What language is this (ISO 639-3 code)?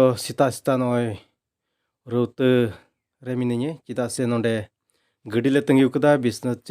sat